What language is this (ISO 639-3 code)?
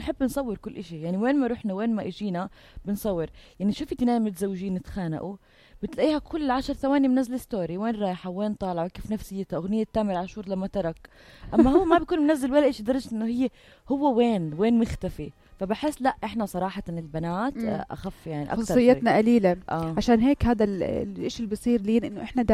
apc